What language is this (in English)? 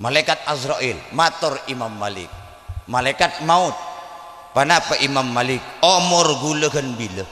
Madurese